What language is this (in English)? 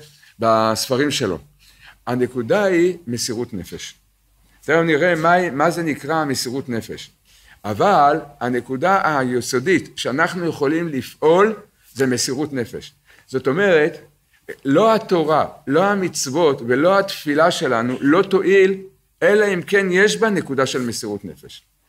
Hebrew